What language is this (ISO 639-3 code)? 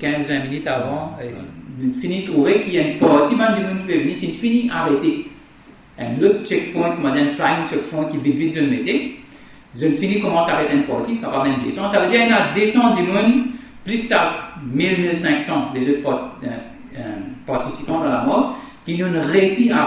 mfe